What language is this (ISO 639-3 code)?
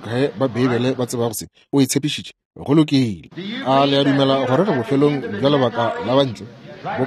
nso